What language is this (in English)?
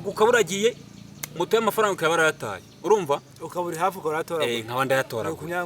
Kinyarwanda